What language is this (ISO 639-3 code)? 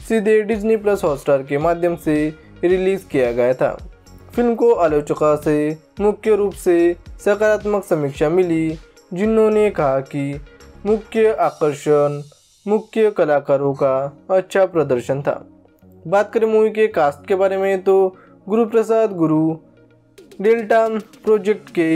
hin